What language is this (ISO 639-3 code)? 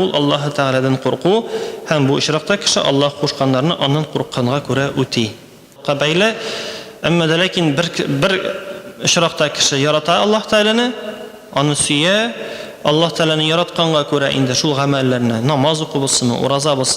tat